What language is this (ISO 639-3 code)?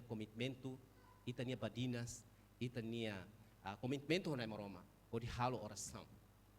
tet